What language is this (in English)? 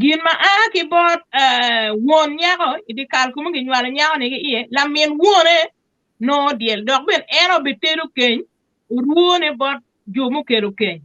Acoli